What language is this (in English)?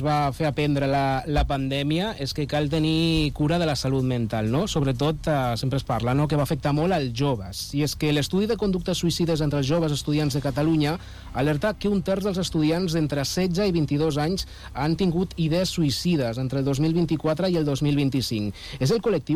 Catalan